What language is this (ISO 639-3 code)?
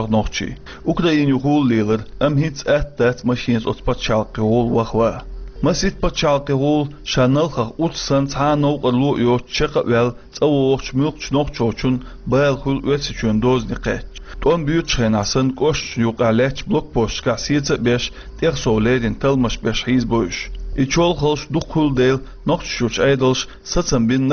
che